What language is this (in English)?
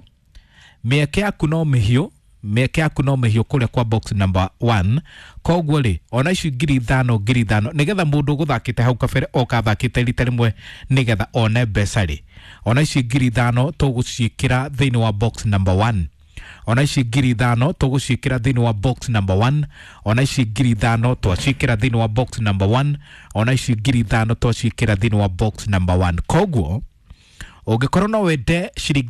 Kikuyu